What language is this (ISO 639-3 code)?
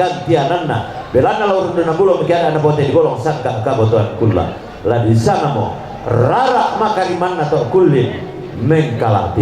sda